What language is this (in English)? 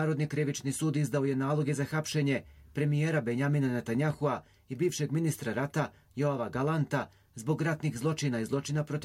Bosnian